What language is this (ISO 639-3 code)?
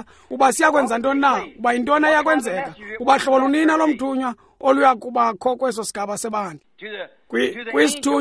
xho